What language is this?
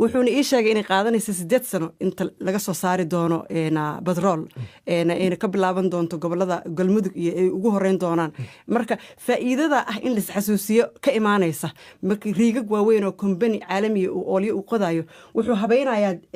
Somali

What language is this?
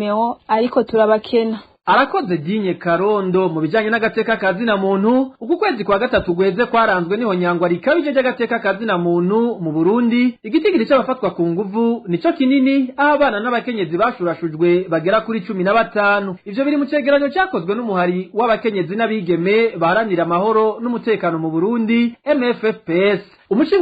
Rundi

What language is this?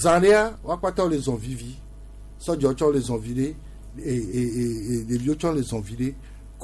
Gen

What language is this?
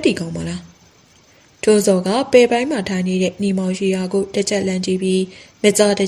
Burmese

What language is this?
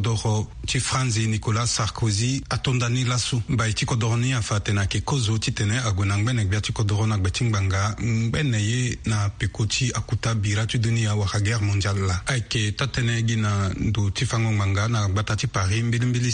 Sango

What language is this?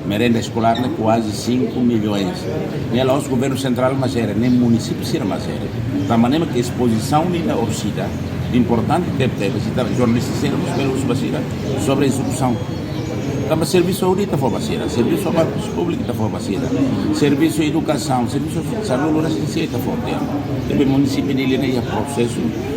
Tetum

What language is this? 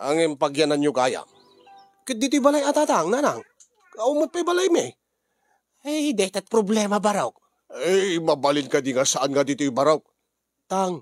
Iloko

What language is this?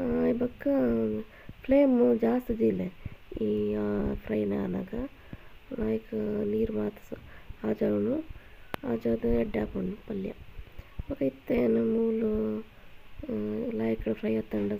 Tulu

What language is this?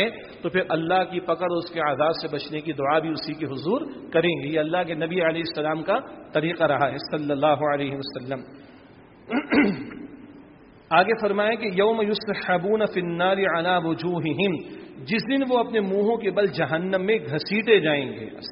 Urdu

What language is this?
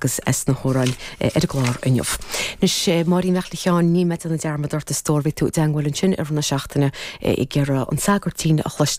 Irish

